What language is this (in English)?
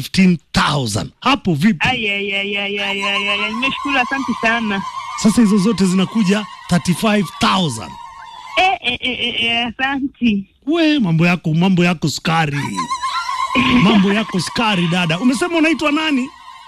Swahili